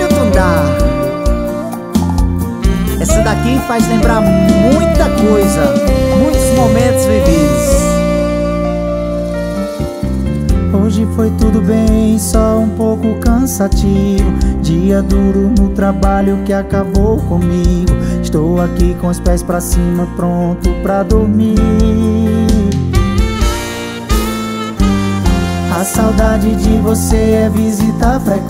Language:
Portuguese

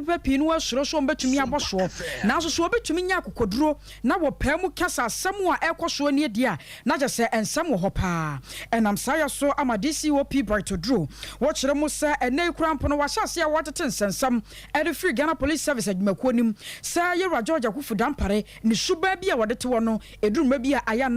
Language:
Akan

